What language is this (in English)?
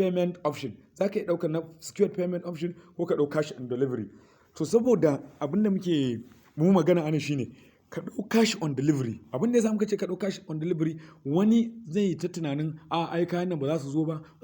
Hausa